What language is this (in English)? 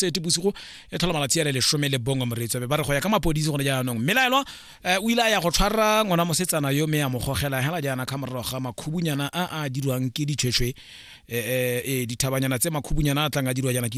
Tswana